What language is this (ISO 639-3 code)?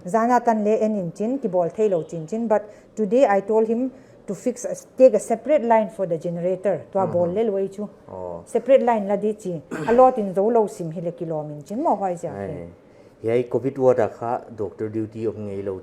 pck